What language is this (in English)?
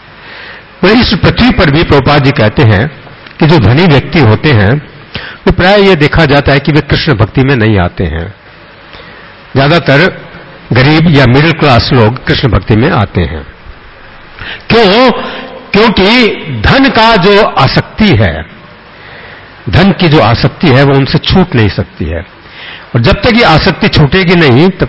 Hindi